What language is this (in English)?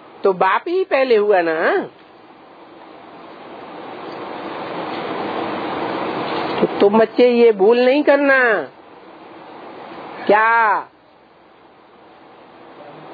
Hindi